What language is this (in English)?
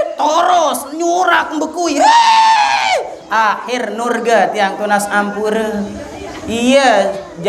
Sasak